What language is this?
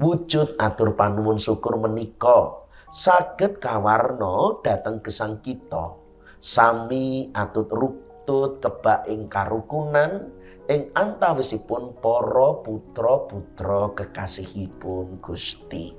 Javanese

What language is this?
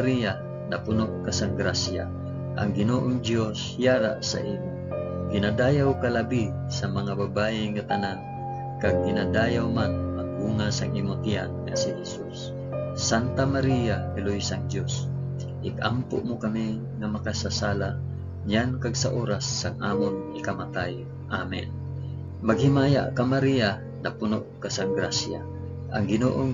Hiligaynon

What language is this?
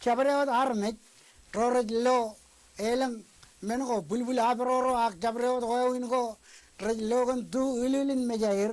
Marshallese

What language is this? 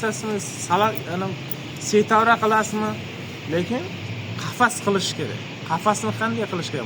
Uzbek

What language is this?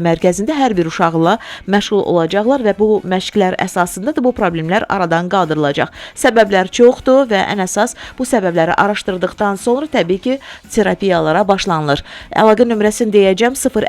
Azerbaijani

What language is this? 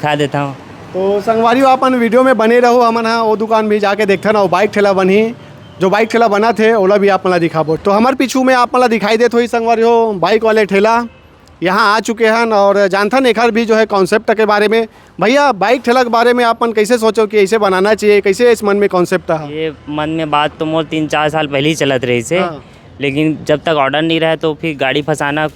Chhattisgarhi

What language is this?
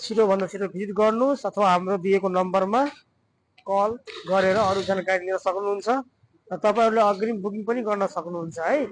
Nepali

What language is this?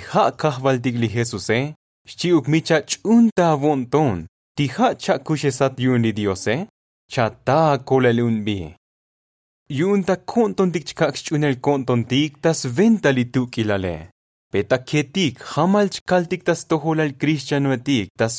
Tzotzil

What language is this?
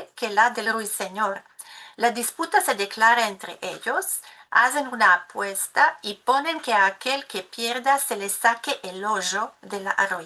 Ladino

